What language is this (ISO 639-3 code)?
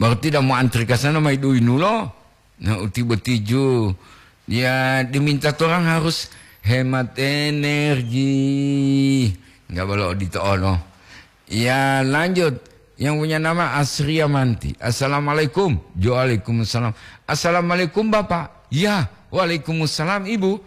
gor